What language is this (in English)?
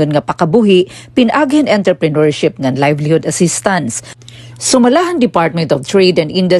Waray